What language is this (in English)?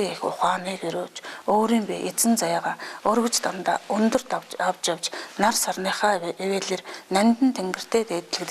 Mongolian